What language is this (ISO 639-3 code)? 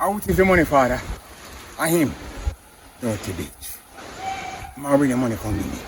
jam